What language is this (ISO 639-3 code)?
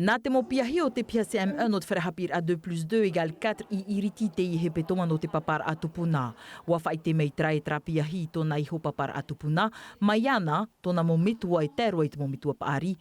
tah